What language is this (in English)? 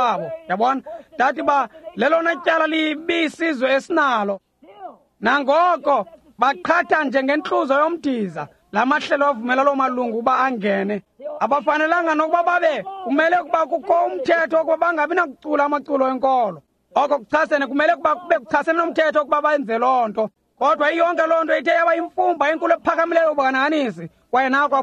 Xhosa